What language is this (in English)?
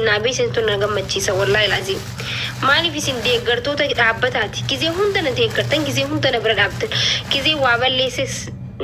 Oromo